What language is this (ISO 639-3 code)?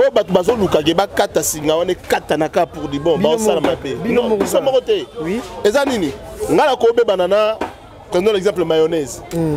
lin